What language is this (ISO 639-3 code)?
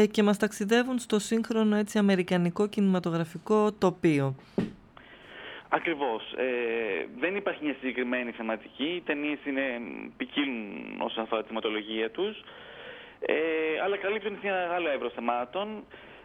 ell